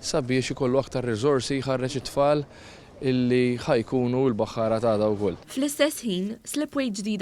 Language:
Maltese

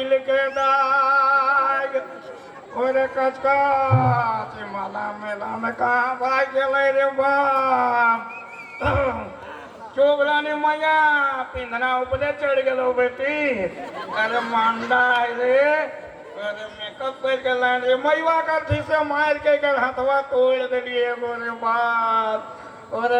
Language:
Sadri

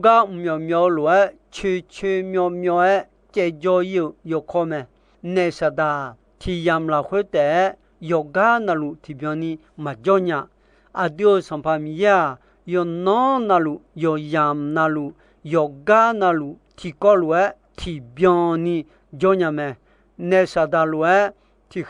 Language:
Akha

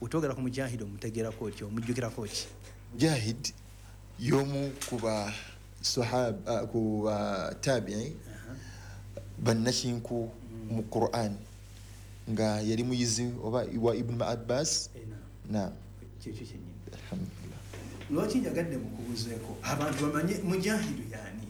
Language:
Ganda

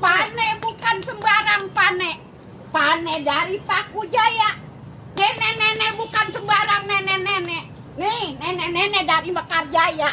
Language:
Betawi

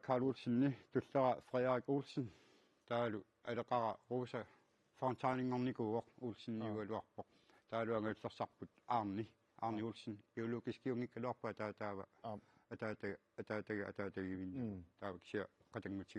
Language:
Kalaallisut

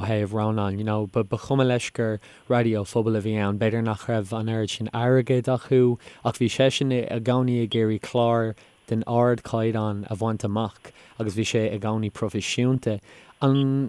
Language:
Irish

